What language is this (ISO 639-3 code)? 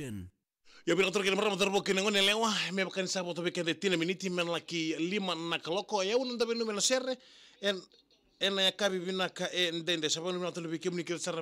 fij